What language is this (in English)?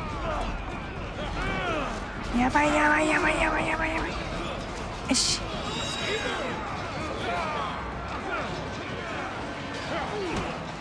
Japanese